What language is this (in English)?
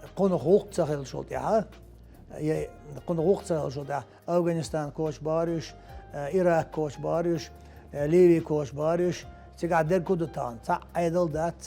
Chechen